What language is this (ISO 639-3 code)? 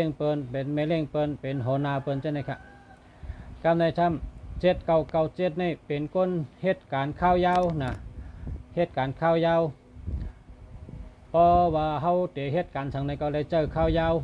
shn